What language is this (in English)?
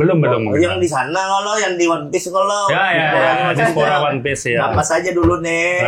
Banjar